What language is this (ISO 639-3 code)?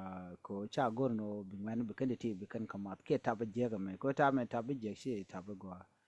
nus